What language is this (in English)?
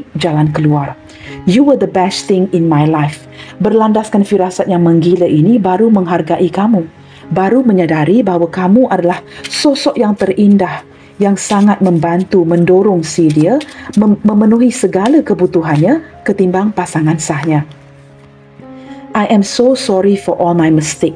Malay